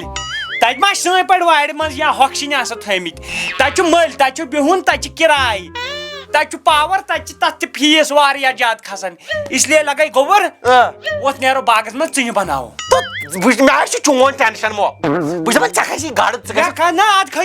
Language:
Kashmiri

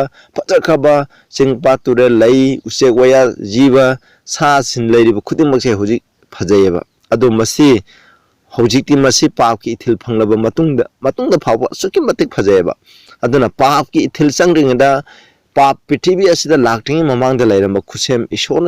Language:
Manipuri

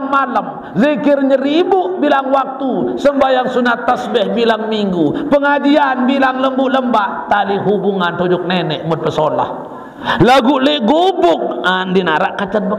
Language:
Sasak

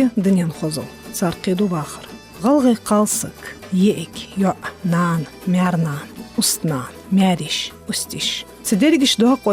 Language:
Ingush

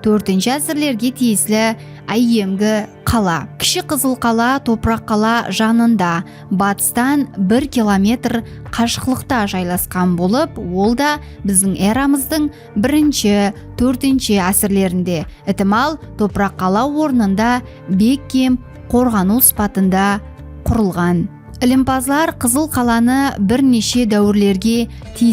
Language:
Kara-Kalpak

